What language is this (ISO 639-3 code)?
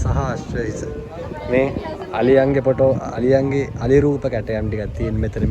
sin